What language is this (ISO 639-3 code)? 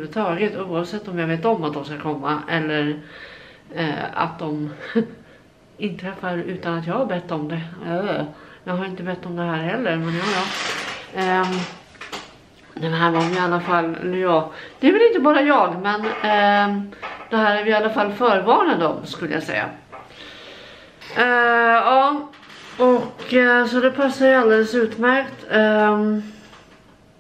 swe